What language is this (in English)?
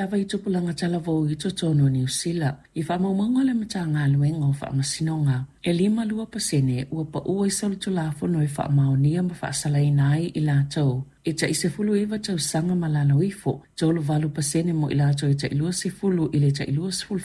Samoan